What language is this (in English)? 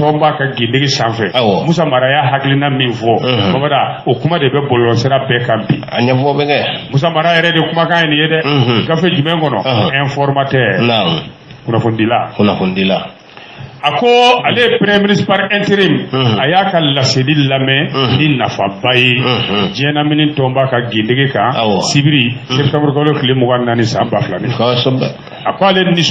Bambara